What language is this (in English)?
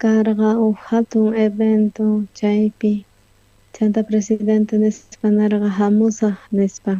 South Bolivian Quechua